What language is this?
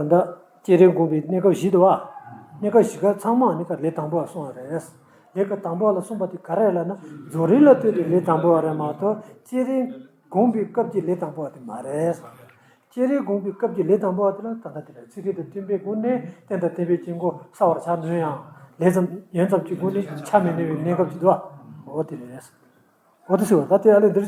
Tibetan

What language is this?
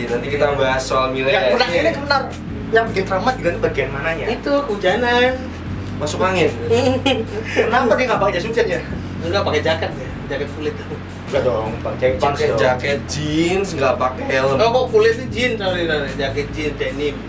Indonesian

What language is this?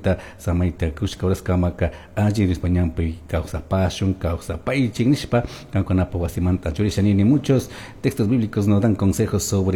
Chimborazo Highland Quichua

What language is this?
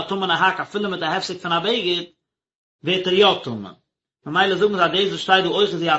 Yiddish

